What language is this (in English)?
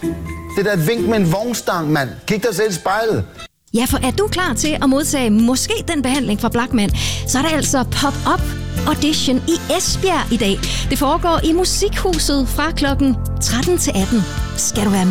Danish